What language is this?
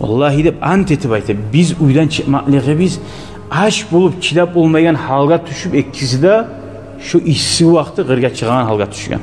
Kumyk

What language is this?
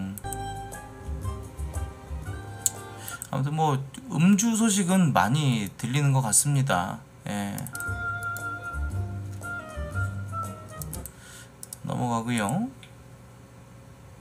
Korean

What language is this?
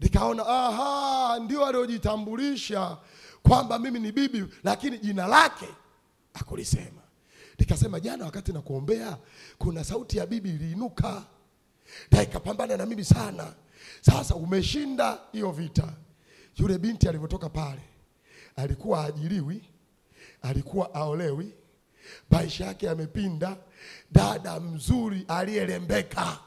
Swahili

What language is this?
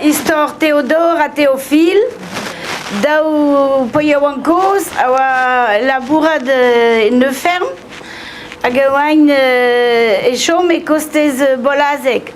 Breton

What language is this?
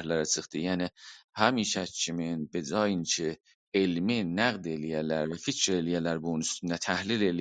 South Azerbaijani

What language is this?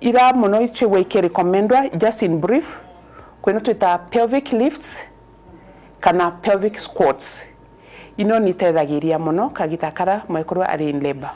Meru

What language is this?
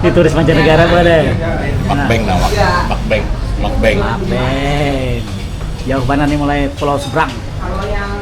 Banjar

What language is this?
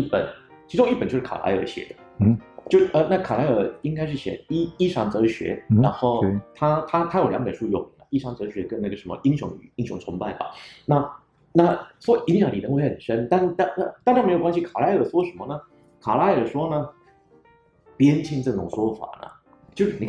Chinese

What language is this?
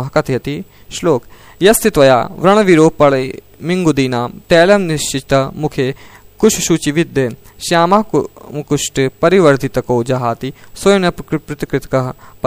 Sanskrit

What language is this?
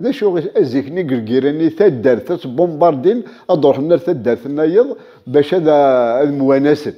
Kabyle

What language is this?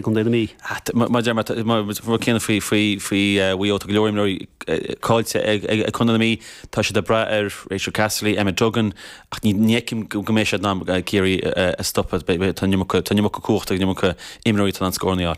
Irish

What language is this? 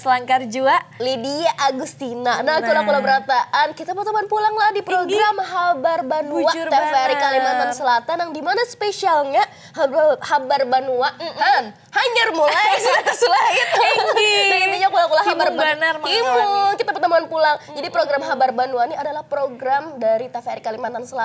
Banjar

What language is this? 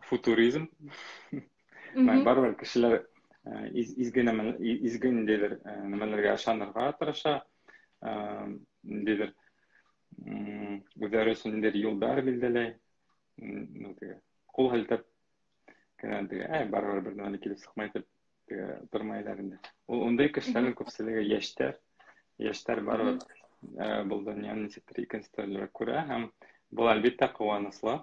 Bashkir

